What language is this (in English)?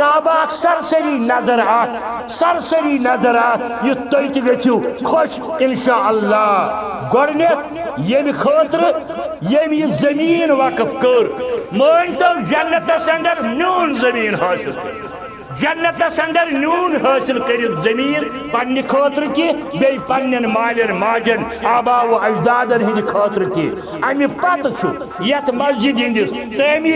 Kashmiri